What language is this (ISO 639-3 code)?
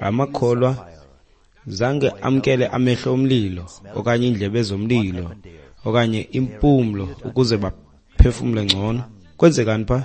xho